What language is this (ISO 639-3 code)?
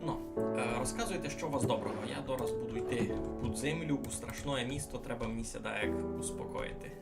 rue